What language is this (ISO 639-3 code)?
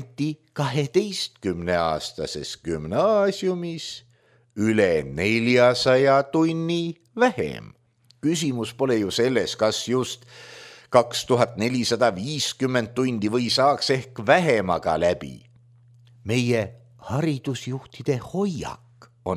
est